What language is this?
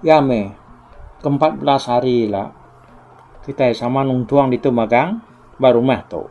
Iban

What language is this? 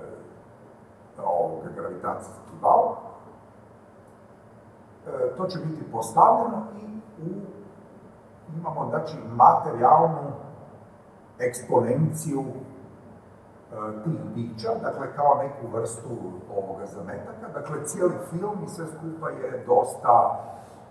Croatian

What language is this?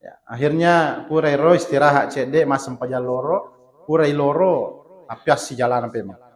Buginese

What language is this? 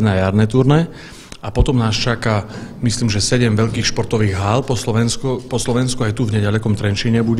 Slovak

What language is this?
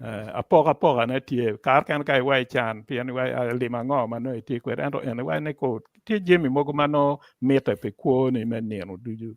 Acoli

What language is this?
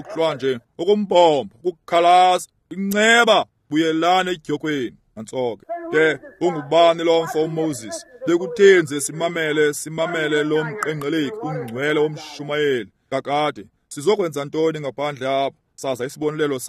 Xhosa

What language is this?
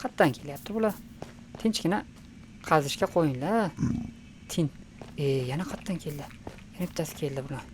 Uzbek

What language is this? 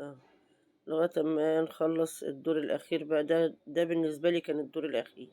Egyptian Arabic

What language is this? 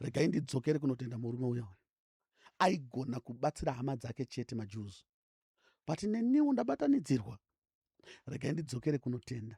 Shona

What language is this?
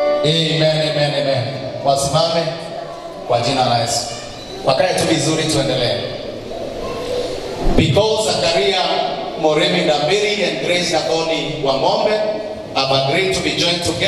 Swahili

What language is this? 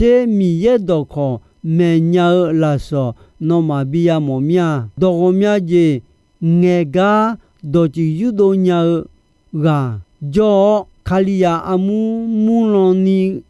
Akha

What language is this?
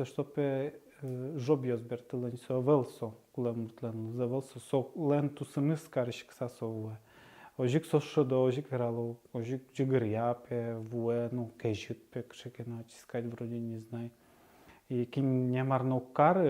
Udmurt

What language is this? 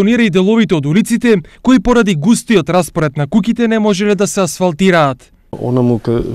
Macedonian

